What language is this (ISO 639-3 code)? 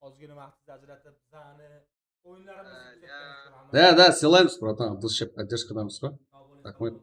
kaa